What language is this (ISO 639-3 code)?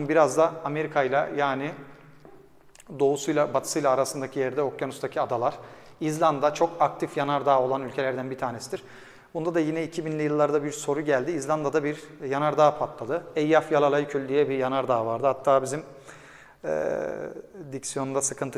tur